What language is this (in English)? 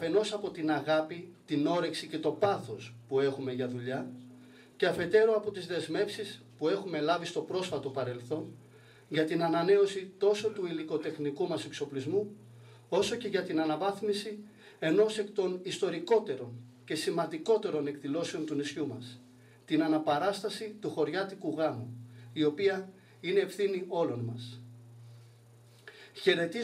Greek